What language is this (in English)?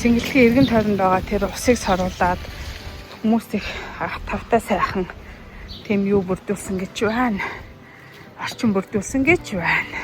Mongolian